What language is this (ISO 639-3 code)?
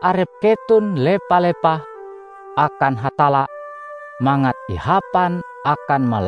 nij